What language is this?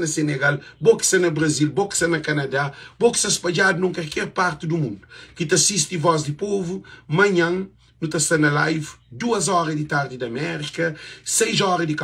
Kabuverdianu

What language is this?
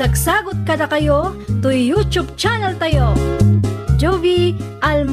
Iloko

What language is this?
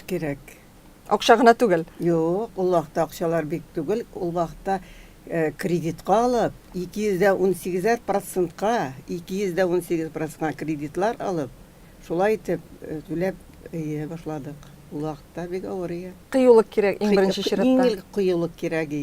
Tatar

